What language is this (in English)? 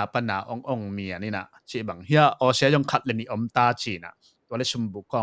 Tedim Chin